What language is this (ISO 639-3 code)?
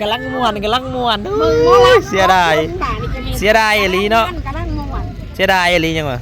tts